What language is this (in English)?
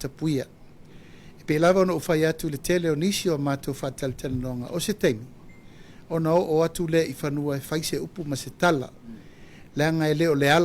Samoan